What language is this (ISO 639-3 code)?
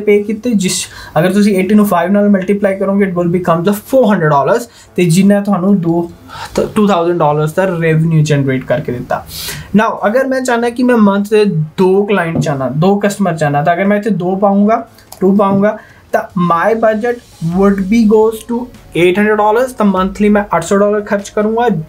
pan